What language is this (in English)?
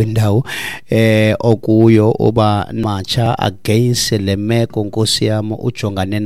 Xhosa